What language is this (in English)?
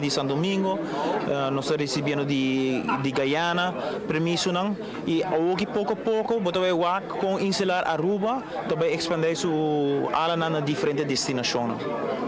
Papiamento